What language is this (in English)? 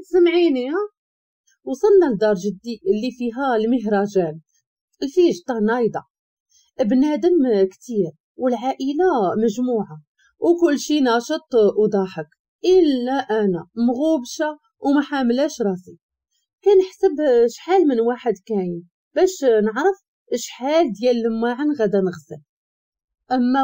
Moroccan Arabic